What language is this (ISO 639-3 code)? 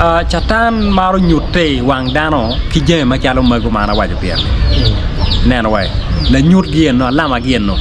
ach